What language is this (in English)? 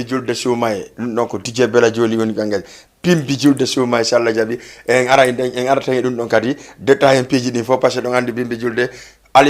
Fula